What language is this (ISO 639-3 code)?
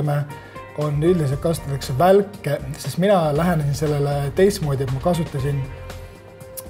est